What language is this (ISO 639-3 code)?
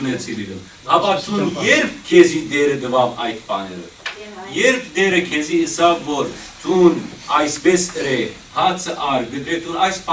hyw